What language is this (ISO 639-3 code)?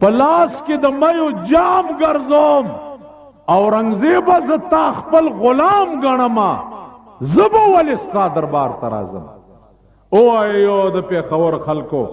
pus